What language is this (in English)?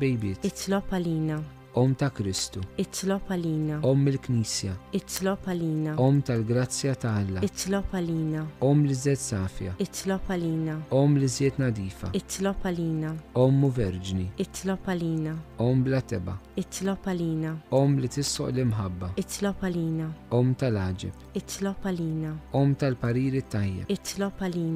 Maltese